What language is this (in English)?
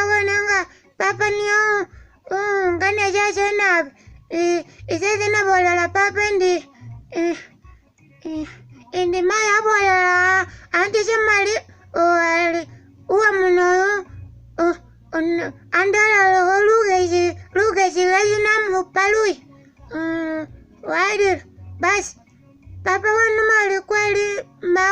Masaaba